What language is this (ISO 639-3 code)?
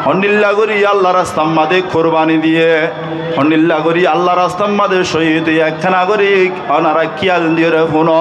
rhg